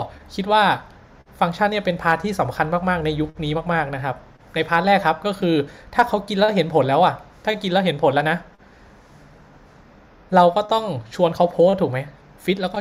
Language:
Thai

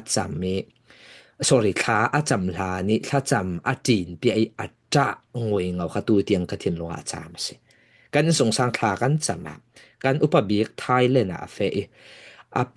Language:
Falam Chin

